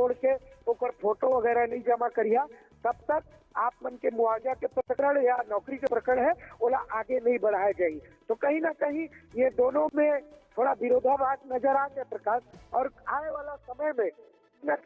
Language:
Chhattisgarhi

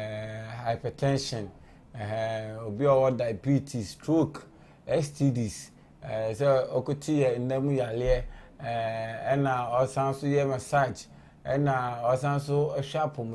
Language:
Akan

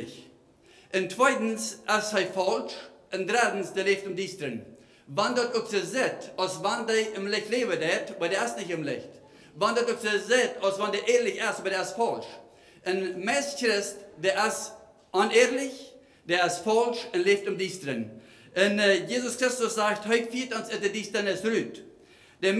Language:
Plautdietsch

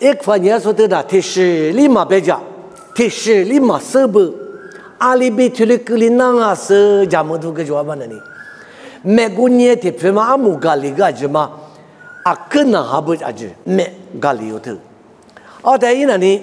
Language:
Lisu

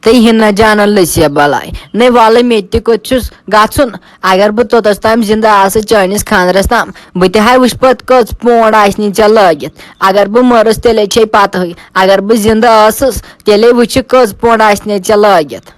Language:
Kashmiri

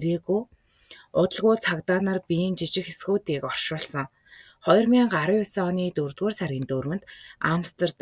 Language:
Mongolian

